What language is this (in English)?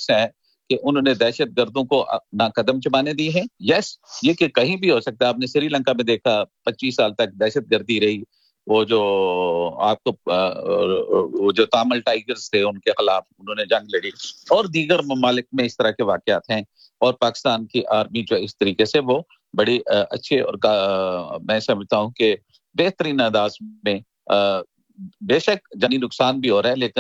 Urdu